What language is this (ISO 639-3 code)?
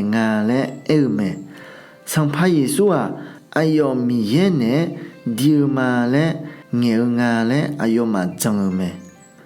ahk